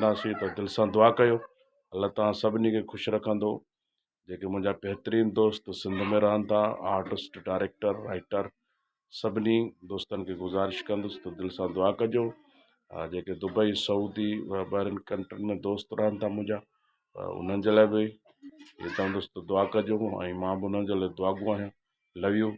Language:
Sindhi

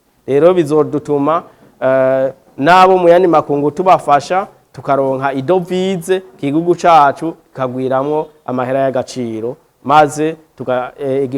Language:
Rundi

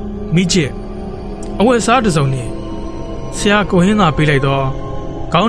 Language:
Burmese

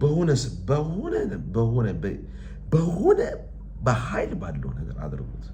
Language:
Amharic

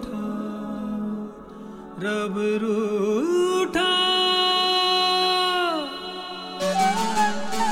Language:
Hindi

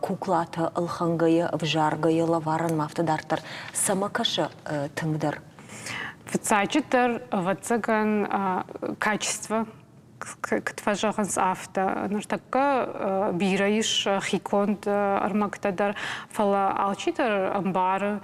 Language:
Ossetic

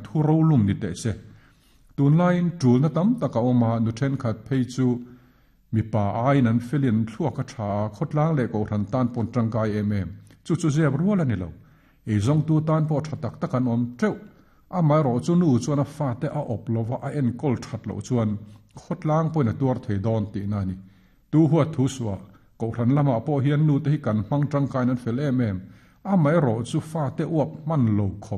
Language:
Mizo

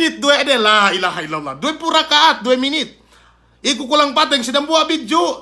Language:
Yakan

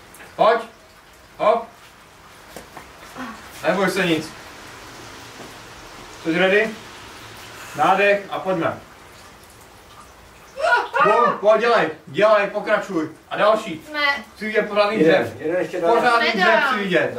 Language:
Czech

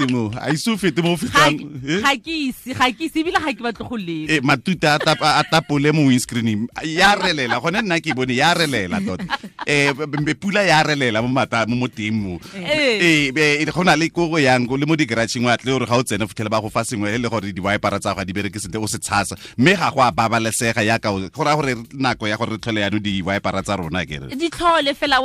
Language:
Tswana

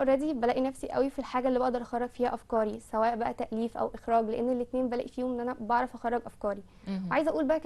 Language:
Egyptian Arabic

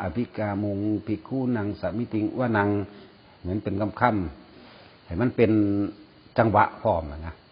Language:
Northeastern Thai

